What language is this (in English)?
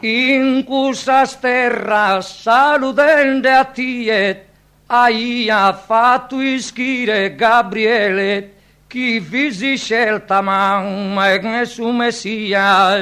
Sardinian